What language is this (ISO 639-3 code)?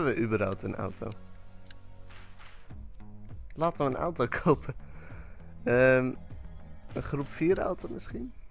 nld